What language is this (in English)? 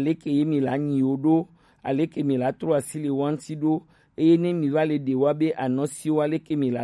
Gen